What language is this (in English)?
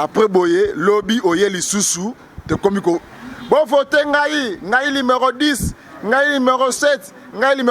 Lingala